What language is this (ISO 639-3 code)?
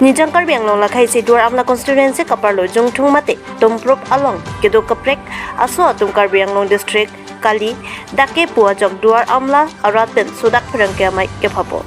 mjw